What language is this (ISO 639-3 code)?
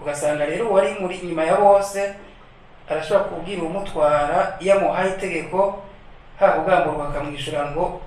run